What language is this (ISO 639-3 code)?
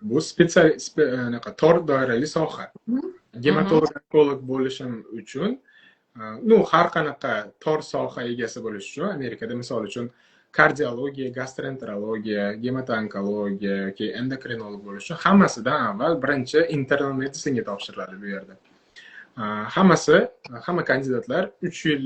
uzb